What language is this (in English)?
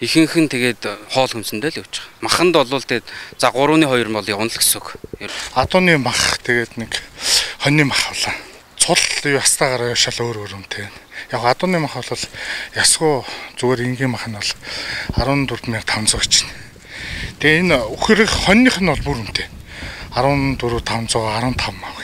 Mongolian